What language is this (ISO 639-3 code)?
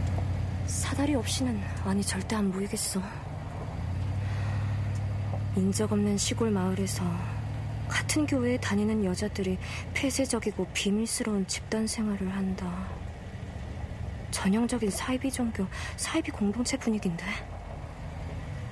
kor